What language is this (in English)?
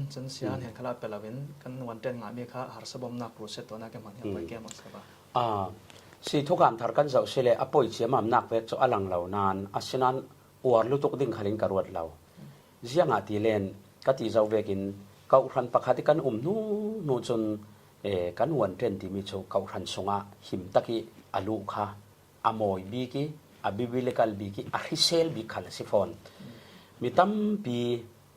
Falam Chin